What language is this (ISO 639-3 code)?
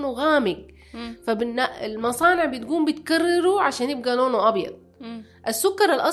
apd